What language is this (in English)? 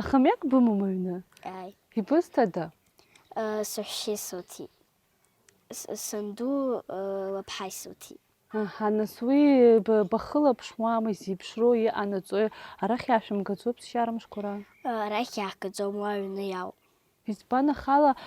Abkhazian